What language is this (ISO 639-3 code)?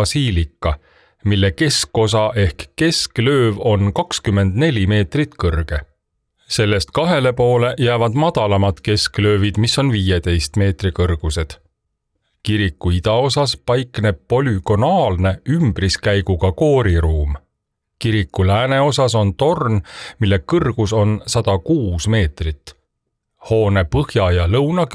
est